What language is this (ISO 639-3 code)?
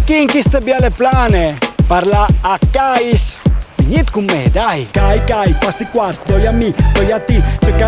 fur